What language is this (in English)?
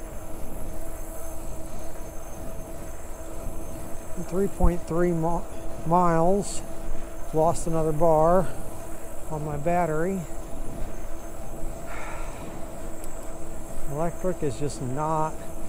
English